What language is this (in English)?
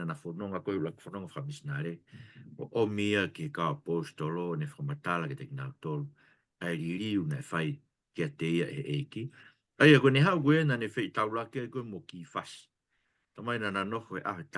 Tongan